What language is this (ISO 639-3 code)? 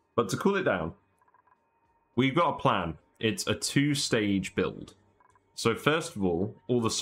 eng